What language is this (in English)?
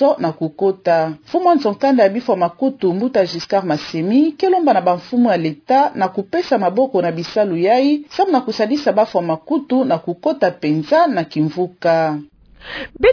Kituba (Democratic Republic of Congo)